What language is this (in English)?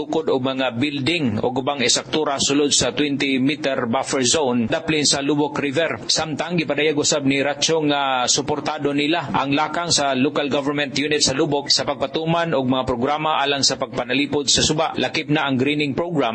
Cebuano